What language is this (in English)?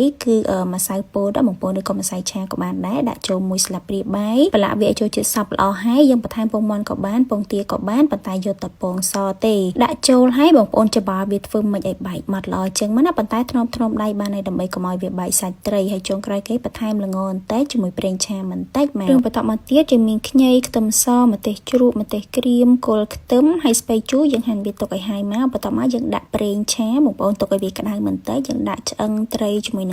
Khmer